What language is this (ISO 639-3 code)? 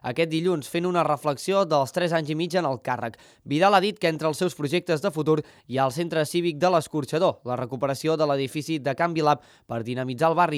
cat